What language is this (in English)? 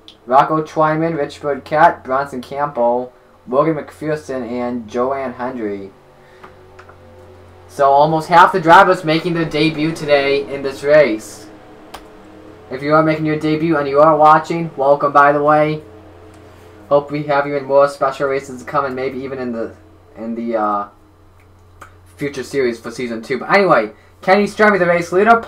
English